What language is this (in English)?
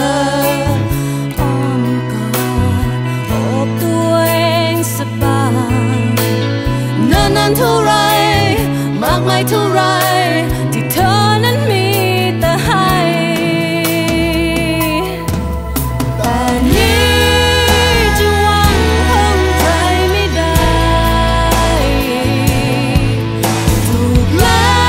Thai